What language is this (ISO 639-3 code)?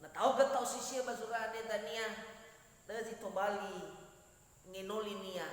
nia